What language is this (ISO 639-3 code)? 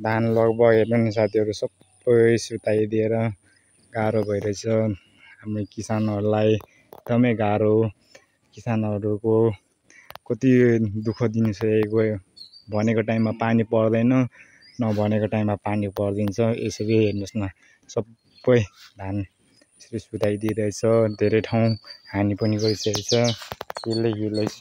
nep